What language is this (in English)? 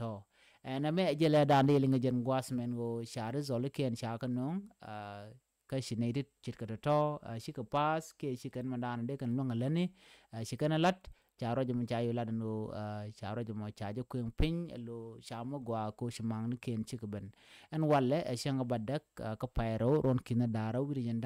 Nuer